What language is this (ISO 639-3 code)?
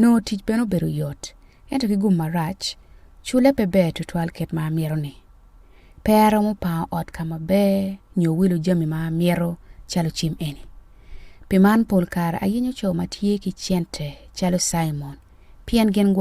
ach